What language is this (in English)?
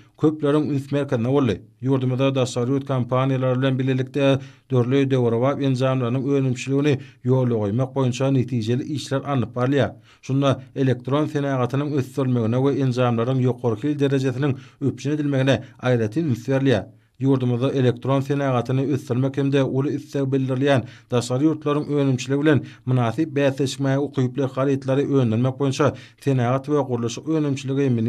Turkmen